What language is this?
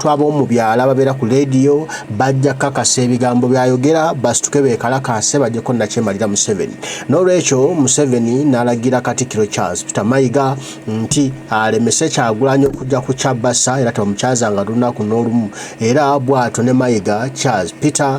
Ganda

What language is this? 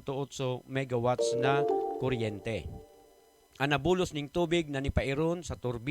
Buhi'non Bikol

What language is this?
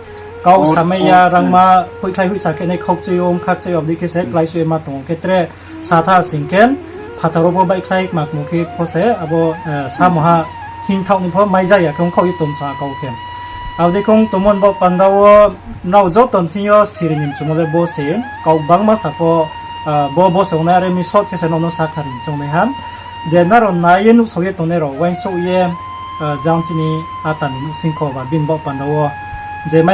Riang (India)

